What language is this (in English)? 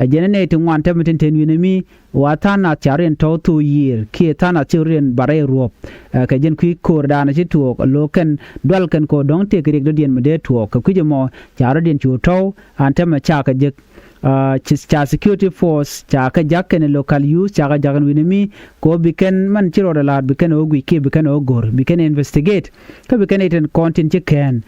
Nuer